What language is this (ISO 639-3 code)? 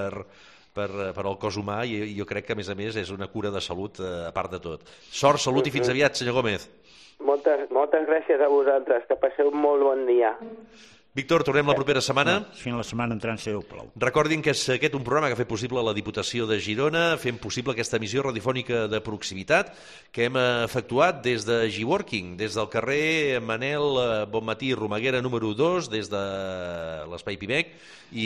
cat